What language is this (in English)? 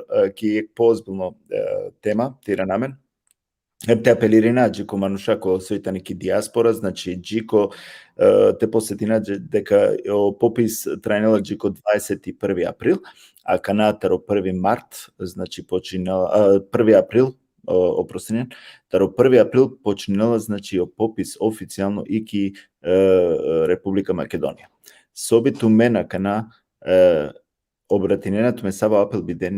Balkan Romani